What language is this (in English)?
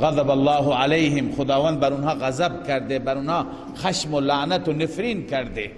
Persian